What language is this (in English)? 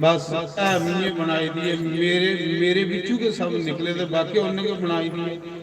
Dogri